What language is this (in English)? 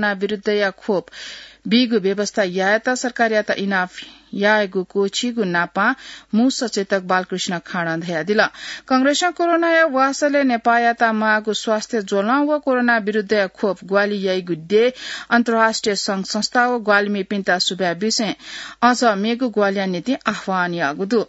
Newari